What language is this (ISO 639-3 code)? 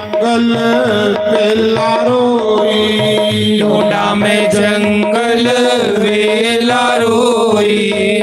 doi